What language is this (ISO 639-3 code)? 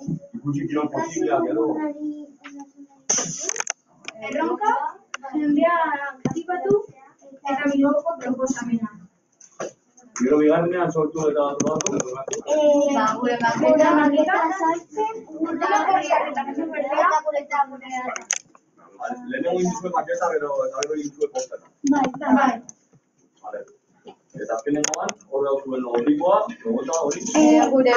eus